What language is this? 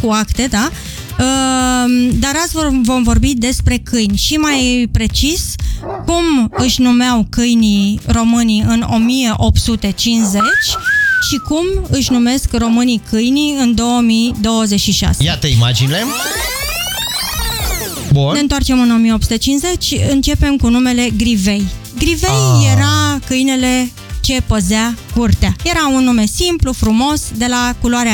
Romanian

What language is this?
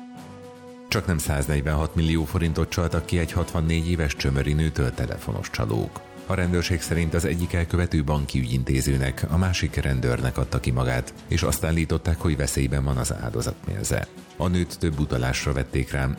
Hungarian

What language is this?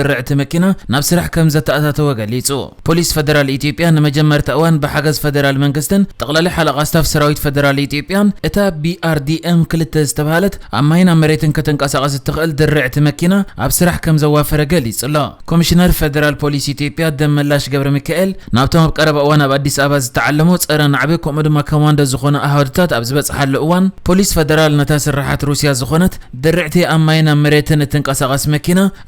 Tigrinya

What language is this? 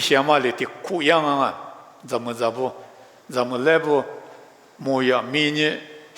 Lisu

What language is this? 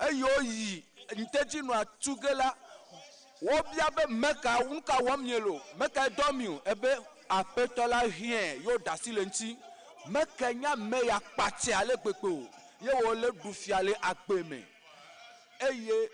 Ewe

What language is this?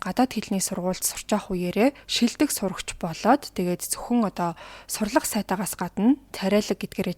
Mongolian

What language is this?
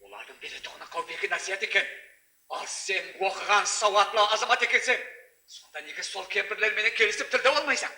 Kara-Kalpak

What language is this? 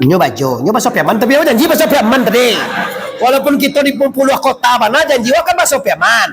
Minangkabau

